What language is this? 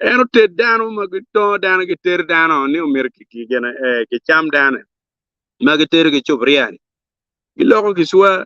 Acoli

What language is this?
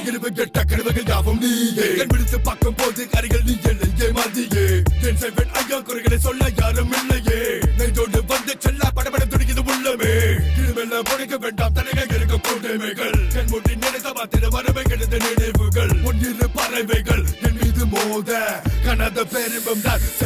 Tamil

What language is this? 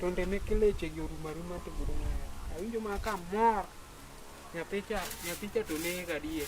Luo (Kenya and Tanzania)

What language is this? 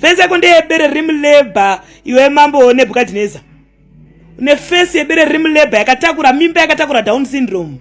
Shona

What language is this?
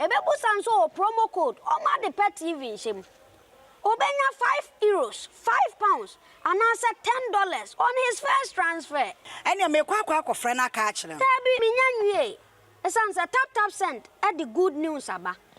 Akan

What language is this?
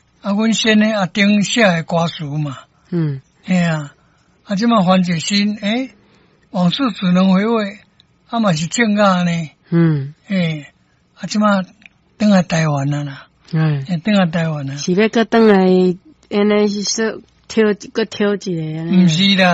Min Nan Chinese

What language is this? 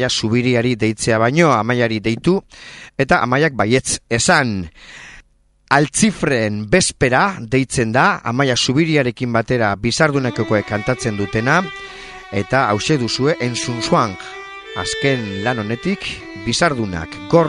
Basque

